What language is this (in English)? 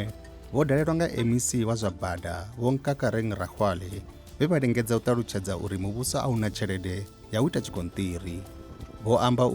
Venda